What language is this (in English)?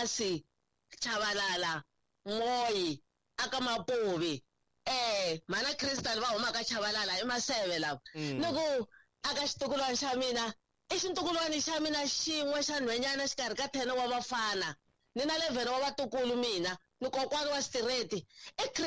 Tsonga